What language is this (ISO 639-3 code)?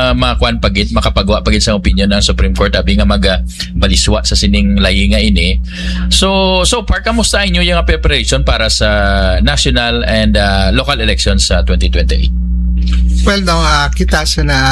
hil